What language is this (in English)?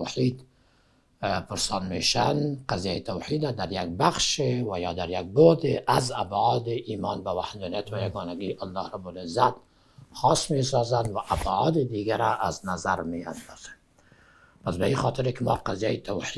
Persian